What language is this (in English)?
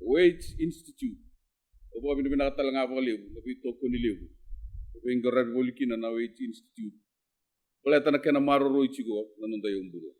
Fijian